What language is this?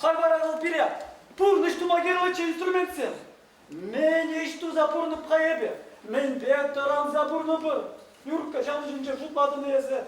Chuvash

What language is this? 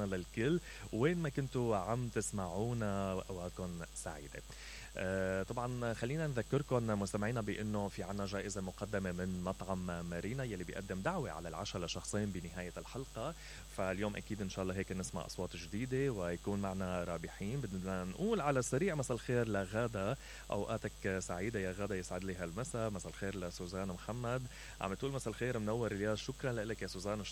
Mesopotamian Arabic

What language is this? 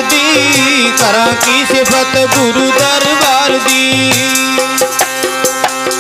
Punjabi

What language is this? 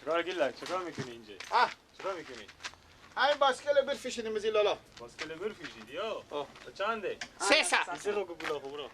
Persian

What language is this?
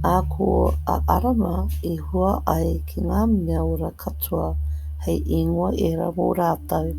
Māori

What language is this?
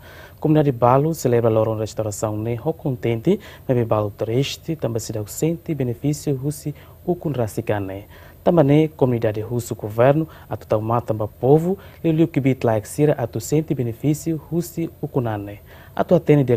Tetum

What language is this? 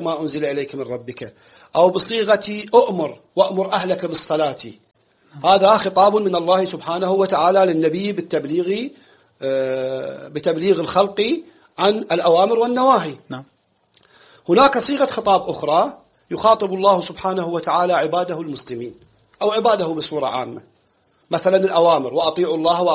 Arabic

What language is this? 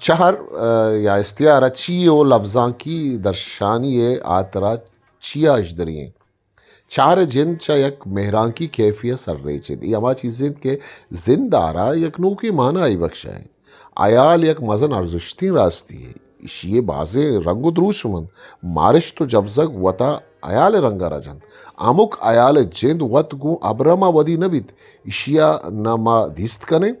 Eastern Balochi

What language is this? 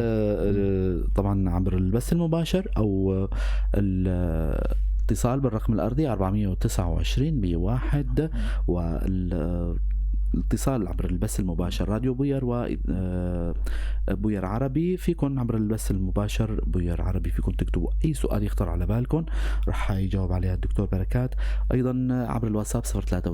North Levantine Arabic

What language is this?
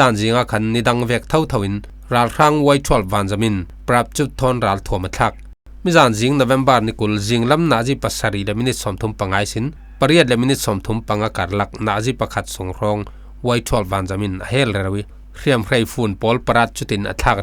Falam Chin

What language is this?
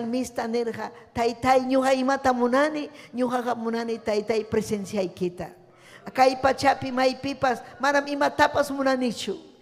Ayacucho Quechua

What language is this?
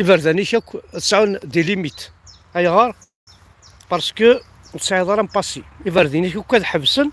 Kabyle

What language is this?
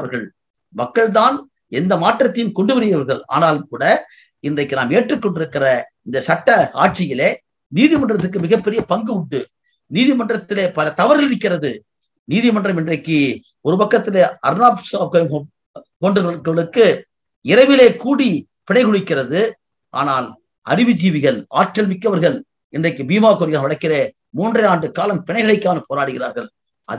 Tamil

